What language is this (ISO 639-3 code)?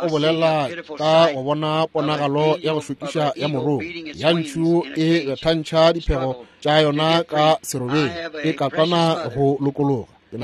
nso